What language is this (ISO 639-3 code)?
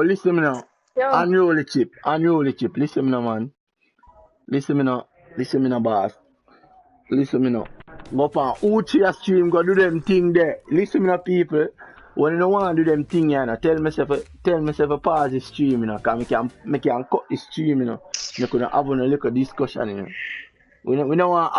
jam